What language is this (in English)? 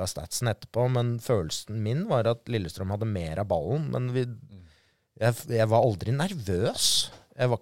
Norwegian